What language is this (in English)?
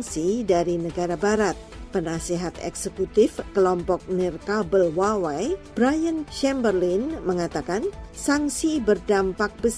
Indonesian